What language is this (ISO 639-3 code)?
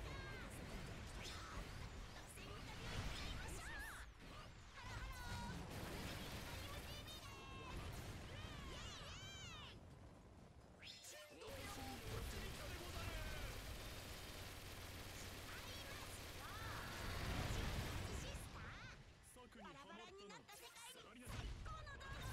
jpn